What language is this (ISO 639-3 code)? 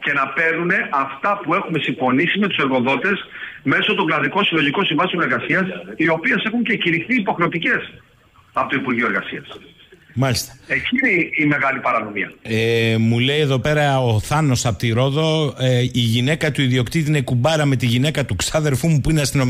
ell